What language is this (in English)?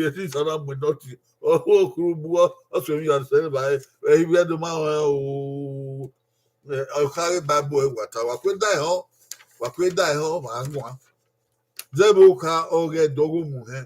Bini